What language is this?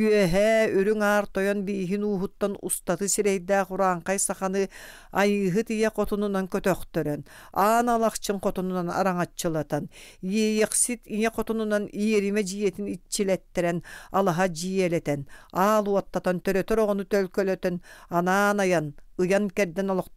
Yakut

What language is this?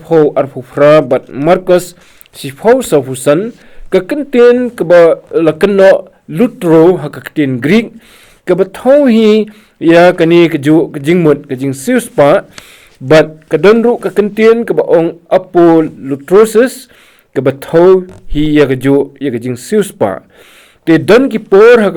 Khasi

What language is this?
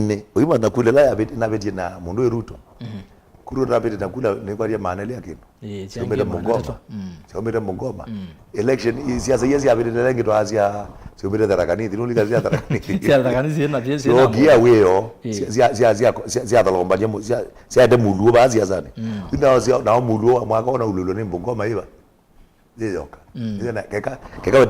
Kamba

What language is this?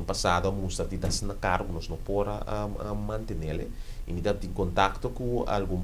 Papiamento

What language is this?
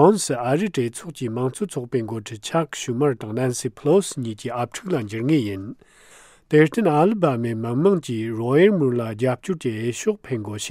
Tibetan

